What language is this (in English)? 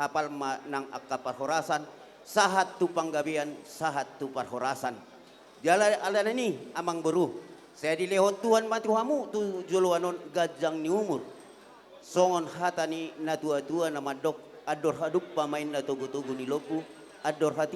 Batak Toba